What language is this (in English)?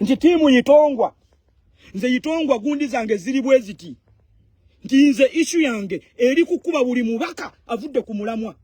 Ganda